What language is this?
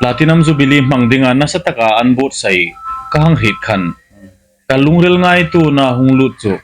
Hmar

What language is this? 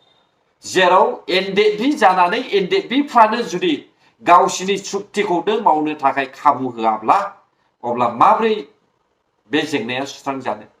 Bodo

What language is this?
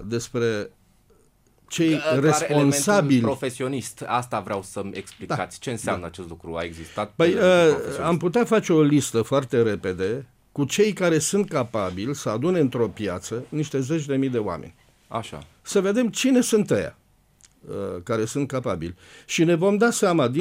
Romanian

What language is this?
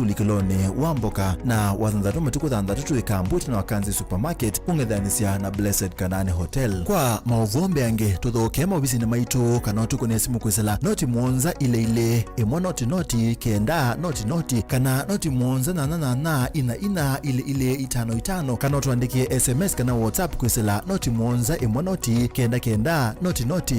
Kamba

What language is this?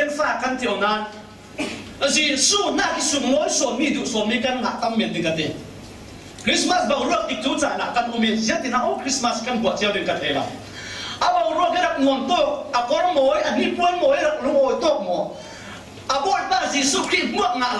Falam Chin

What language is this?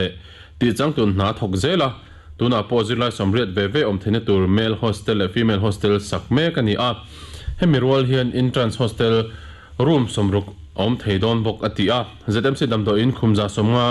Mizo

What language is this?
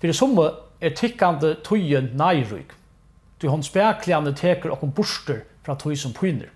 Faroese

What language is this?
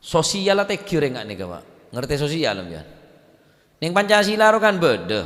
Madurese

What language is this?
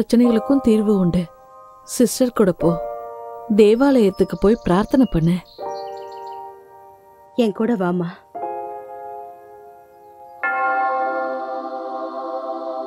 Tamil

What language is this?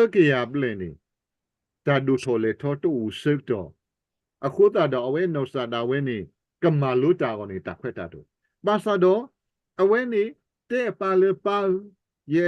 S'gaw Karen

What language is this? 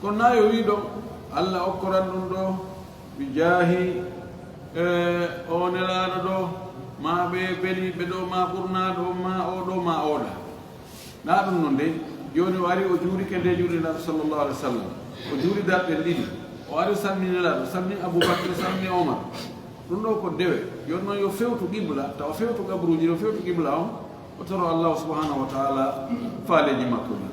Fula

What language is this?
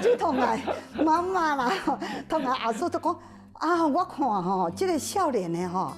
Hakka Chinese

